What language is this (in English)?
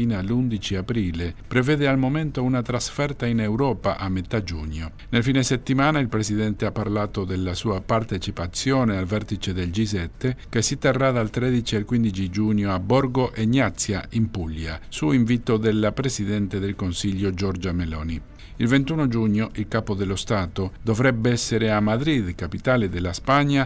Italian